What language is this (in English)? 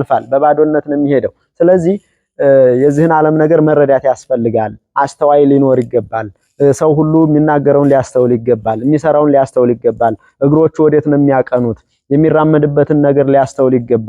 Amharic